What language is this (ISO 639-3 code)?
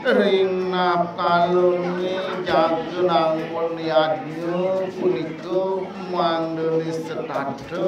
ban